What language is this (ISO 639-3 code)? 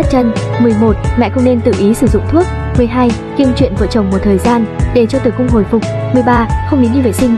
vie